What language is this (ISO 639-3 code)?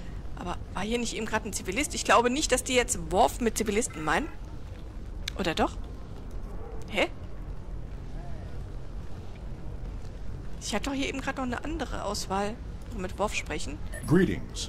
deu